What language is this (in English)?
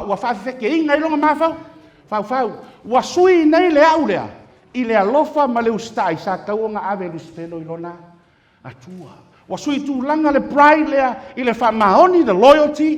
Samoan